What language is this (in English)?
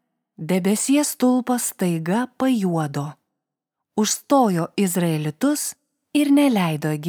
Lithuanian